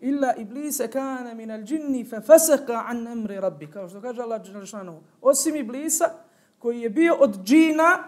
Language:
Bosnian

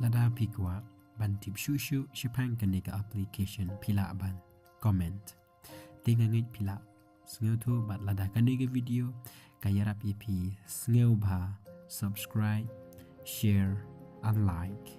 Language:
Khasi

